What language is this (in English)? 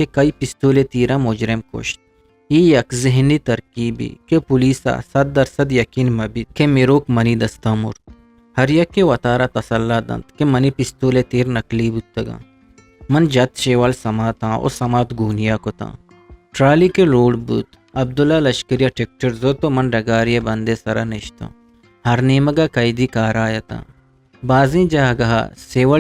Eastern Balochi